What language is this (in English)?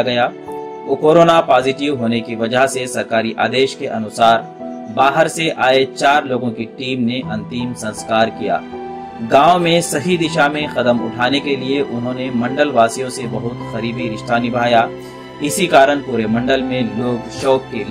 Hindi